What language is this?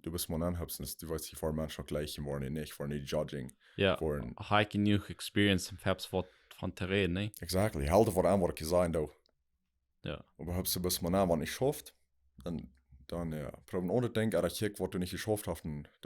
Plautdietsch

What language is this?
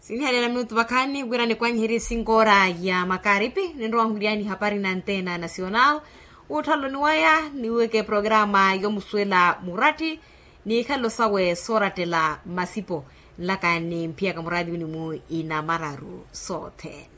Makhuwa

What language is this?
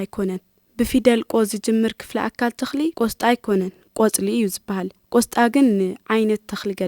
Tigrinya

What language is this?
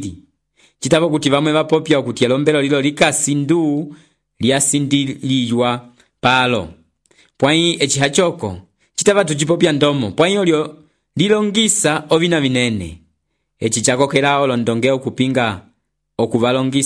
Umbundu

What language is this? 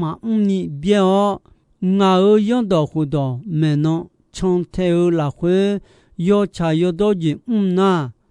Akha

